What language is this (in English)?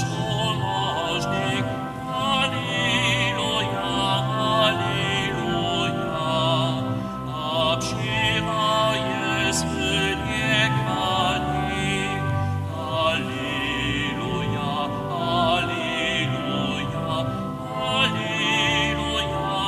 Upper Sorbian